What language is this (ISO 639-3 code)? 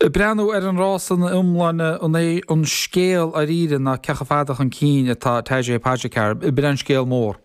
gle